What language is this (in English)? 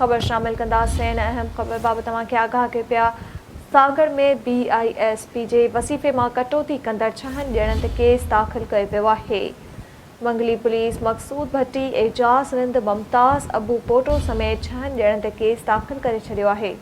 Sindhi